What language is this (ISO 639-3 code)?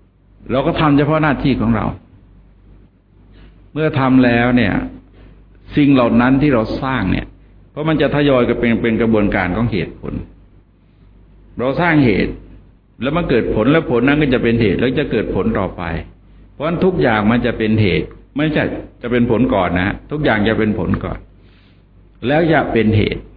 tha